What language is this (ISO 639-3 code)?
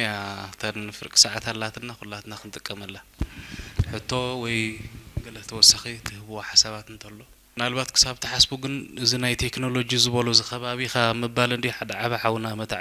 tir